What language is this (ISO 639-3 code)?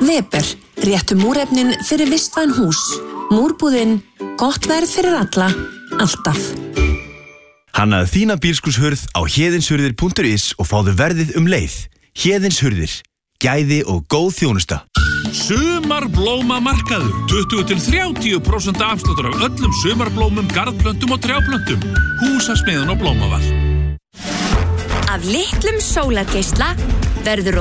isl